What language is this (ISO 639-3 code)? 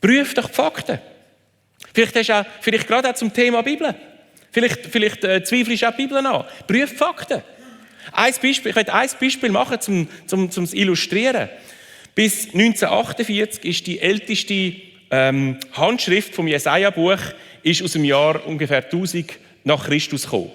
gsw